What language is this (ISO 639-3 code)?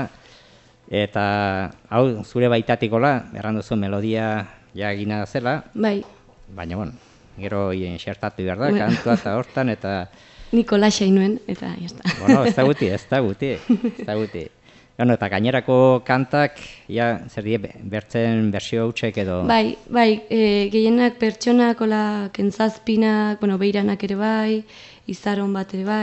eus